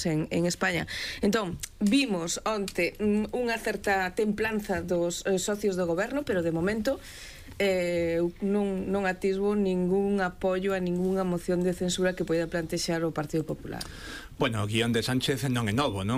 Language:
Galician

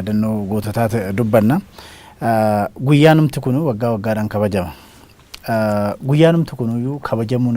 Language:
Oromo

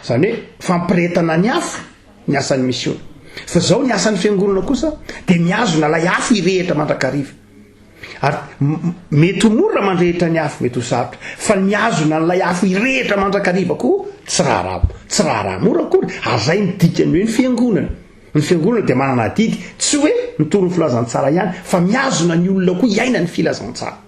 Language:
Malagasy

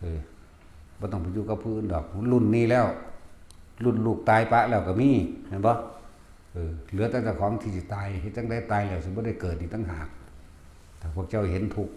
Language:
Northeastern Thai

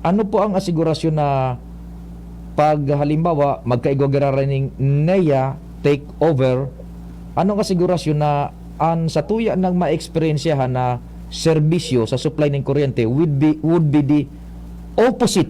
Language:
Bikol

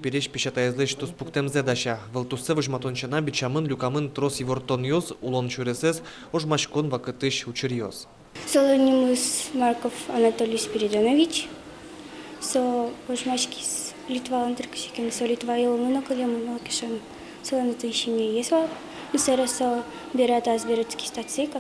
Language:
Udmurt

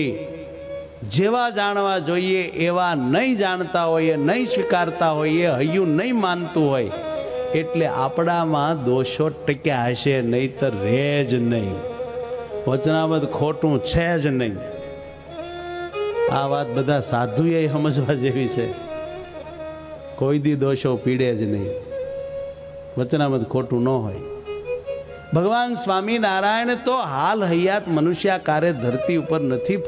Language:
Gujarati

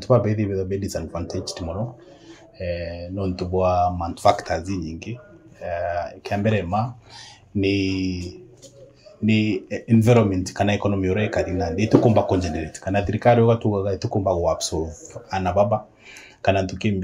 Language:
Meru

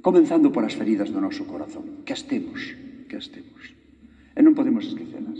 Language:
Galician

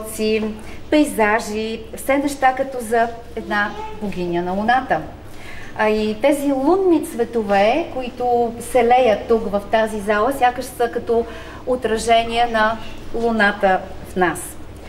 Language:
Bulgarian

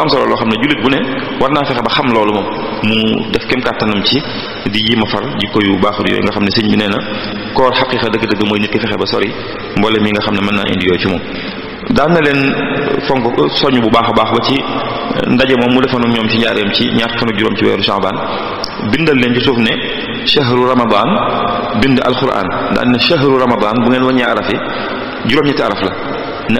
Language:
Wolof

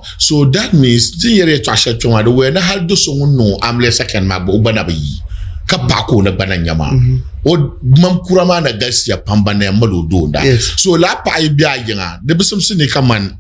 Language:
Dagbani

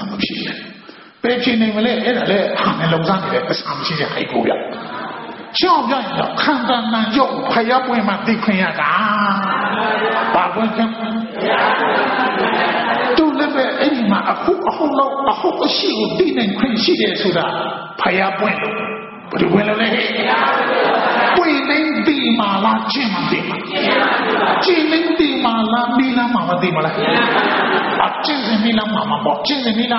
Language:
Burmese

